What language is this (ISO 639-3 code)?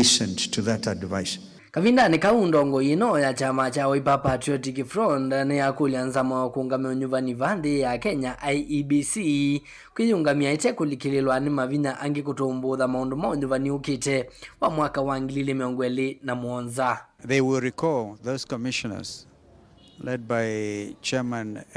kam